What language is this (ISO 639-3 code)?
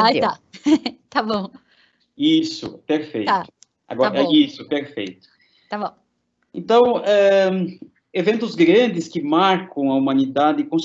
por